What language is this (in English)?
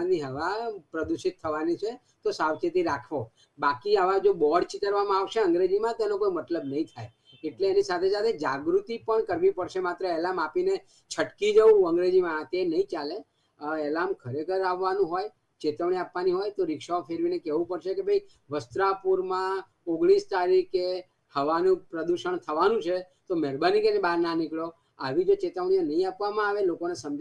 Gujarati